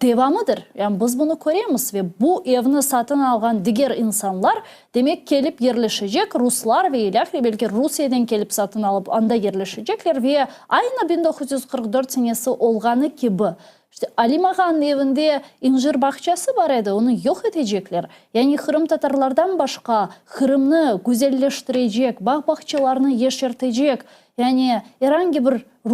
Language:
Crimean Tatar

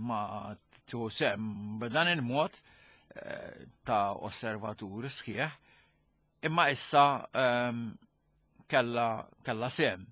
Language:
Maltese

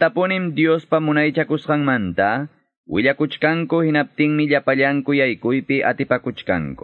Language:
Quechua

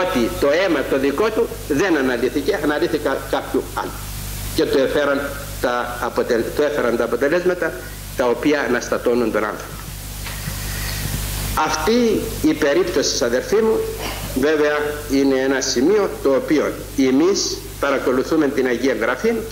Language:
Greek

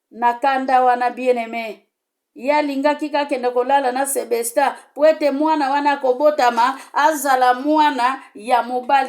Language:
Lingala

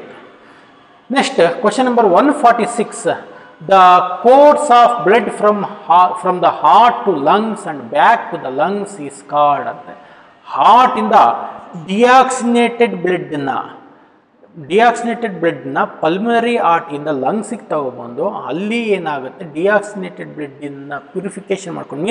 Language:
Kannada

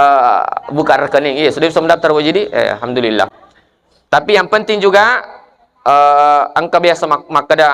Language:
Buginese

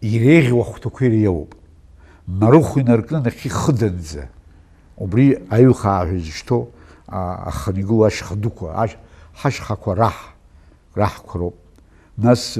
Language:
Abkhazian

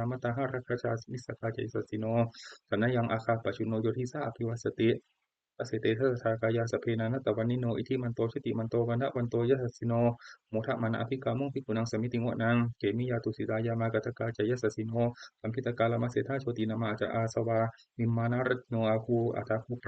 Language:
Pali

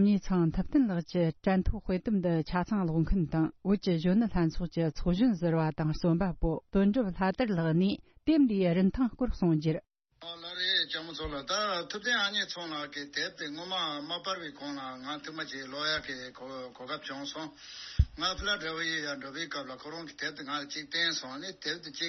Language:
Tibetan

